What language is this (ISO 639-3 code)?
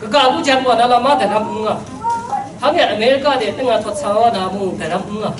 kac